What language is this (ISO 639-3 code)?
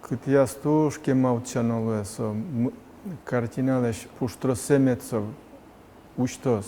udm